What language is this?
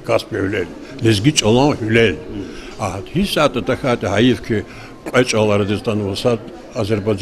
Lezghian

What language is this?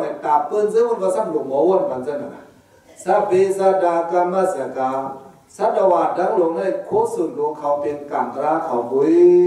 Shan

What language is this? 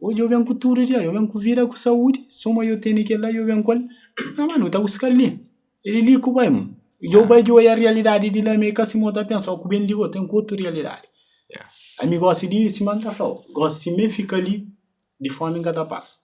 Kabuverdianu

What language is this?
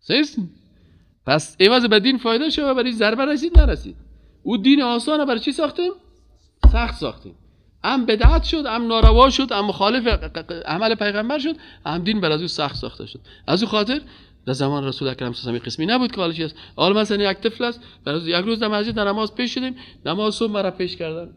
Persian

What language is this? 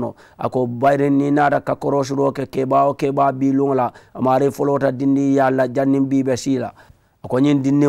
Mandingo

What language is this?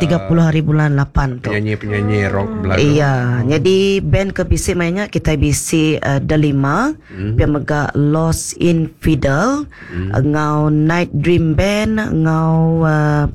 Iban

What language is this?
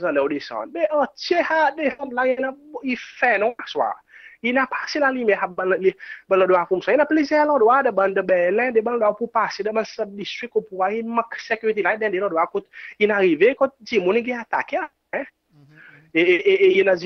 Seselwa Creole French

